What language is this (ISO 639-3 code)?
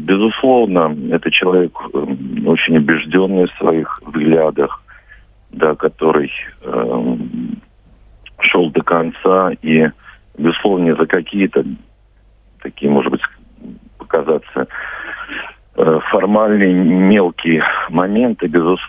rus